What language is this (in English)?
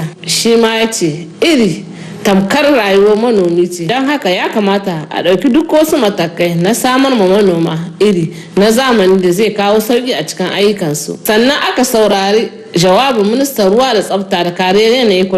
Hausa